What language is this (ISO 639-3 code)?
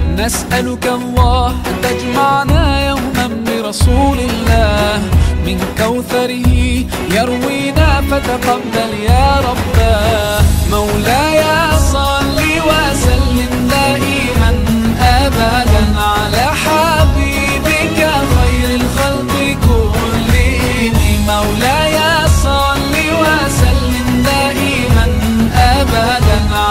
ara